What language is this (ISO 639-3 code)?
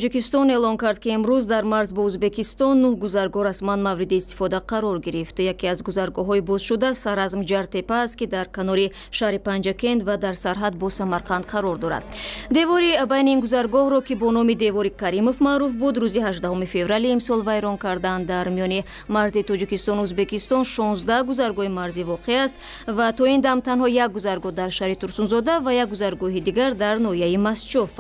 tgk